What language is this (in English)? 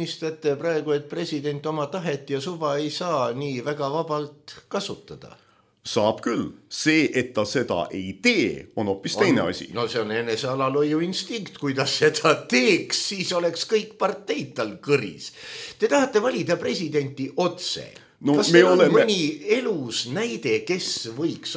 Estonian